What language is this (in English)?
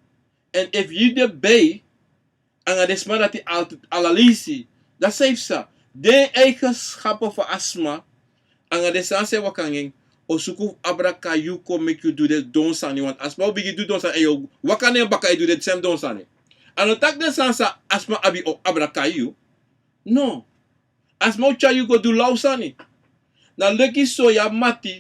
Sranan Tongo